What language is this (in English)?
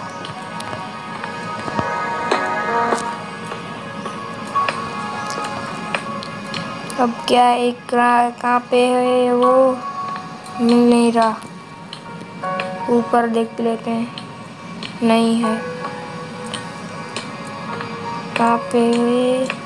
Hindi